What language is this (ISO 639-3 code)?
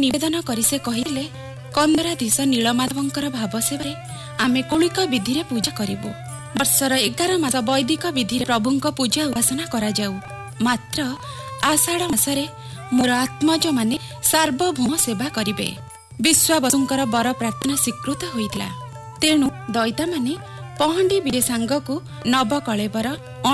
ori